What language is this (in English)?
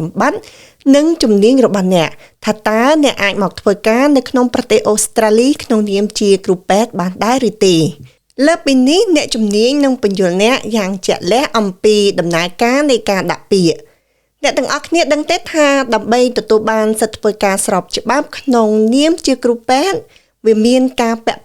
Khmer